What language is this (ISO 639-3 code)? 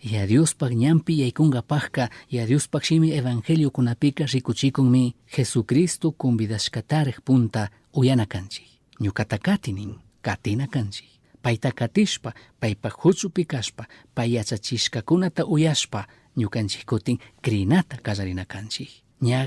qug